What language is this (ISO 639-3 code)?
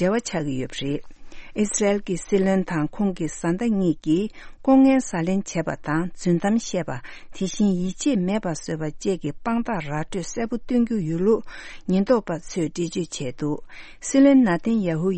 bod